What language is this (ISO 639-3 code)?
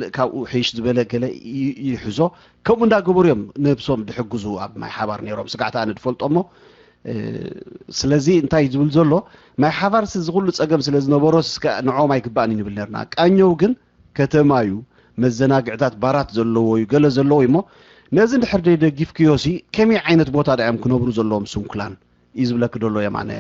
tir